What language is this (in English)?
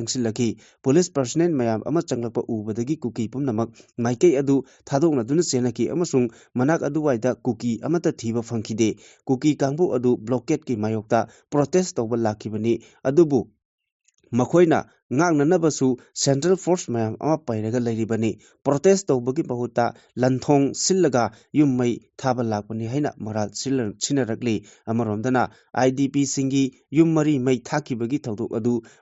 Manipuri